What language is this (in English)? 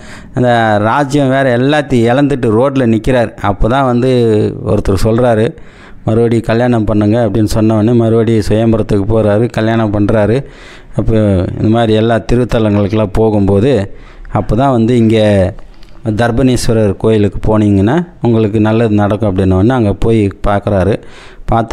Tamil